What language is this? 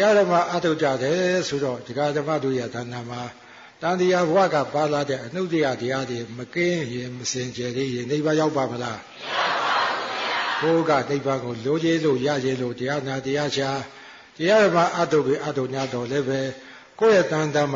Burmese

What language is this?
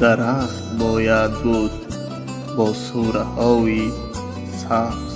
Tajik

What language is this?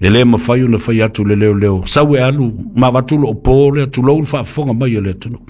Samoan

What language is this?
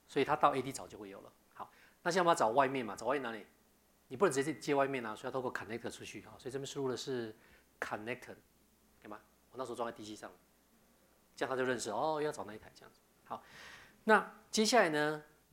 Chinese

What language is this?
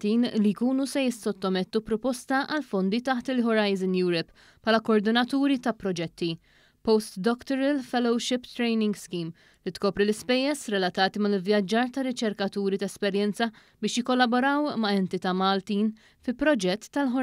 Maltese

